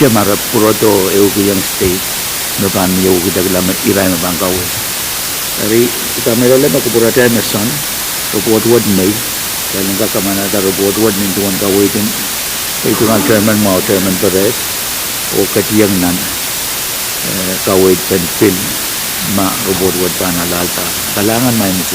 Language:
Pohnpeian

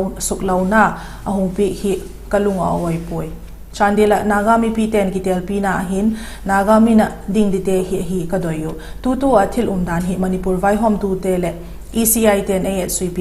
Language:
Vaiphei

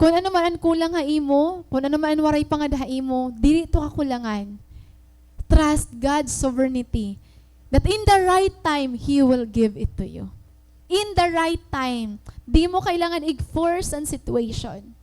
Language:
Waray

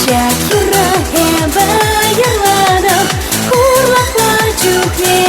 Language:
Chuvash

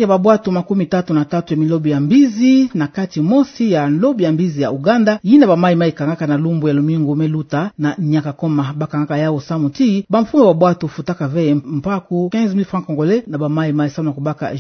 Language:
Kituba (Democratic Republic of Congo)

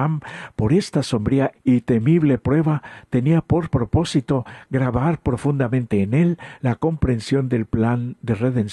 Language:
Spanish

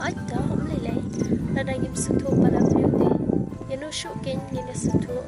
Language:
Khasi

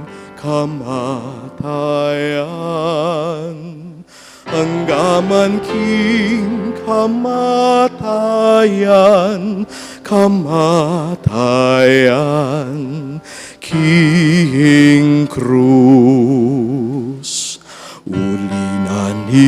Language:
Pampanga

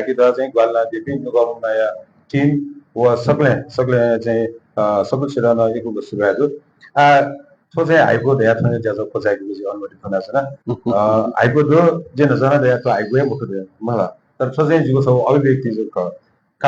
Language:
Newari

